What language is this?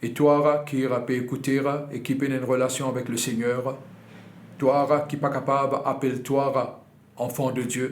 Morisyen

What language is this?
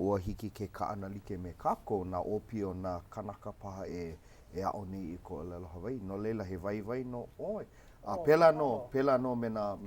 Hawaiian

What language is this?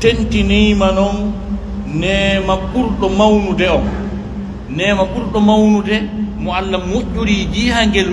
Pular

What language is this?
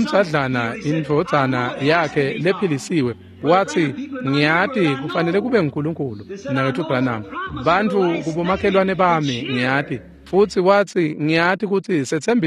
Swati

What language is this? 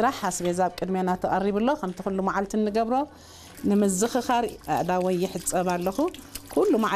Tigrinya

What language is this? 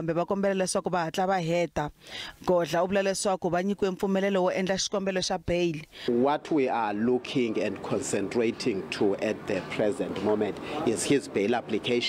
Tsonga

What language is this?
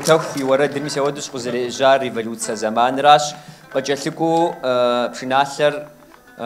Kabardian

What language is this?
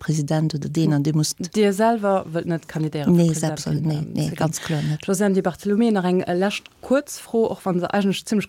Luxembourgish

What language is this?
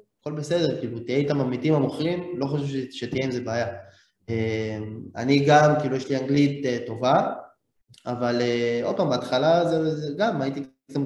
Hebrew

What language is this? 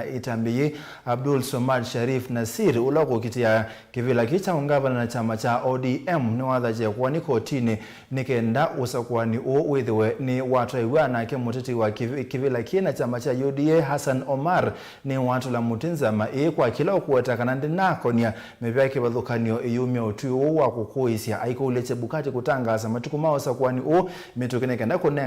Kamba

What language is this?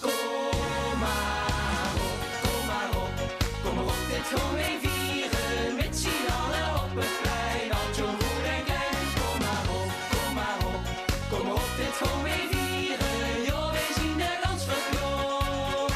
Limburgish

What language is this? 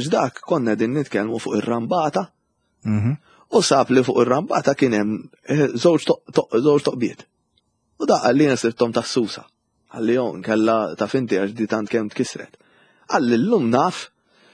Maltese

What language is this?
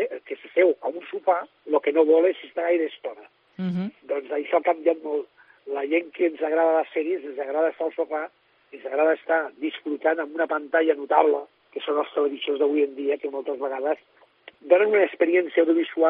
Catalan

